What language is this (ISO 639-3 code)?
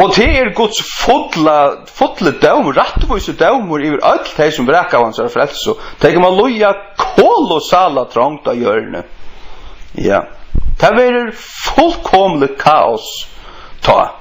fao